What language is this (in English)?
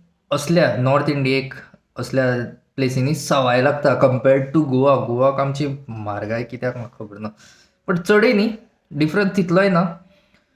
Konkani